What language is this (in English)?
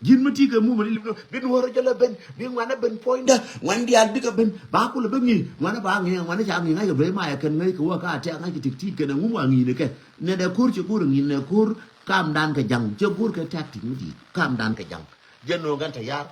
Nuer